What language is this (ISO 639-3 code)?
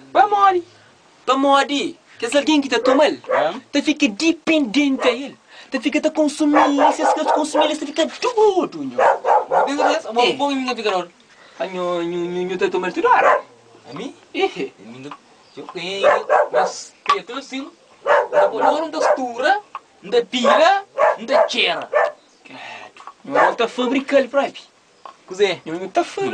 kea